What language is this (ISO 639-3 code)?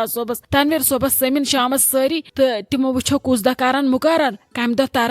kas